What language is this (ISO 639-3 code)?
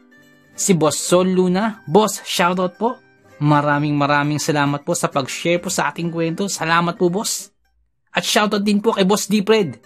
fil